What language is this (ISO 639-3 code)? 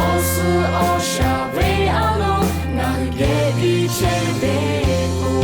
lhu